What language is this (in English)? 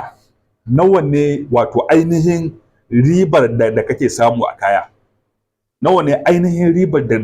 Hausa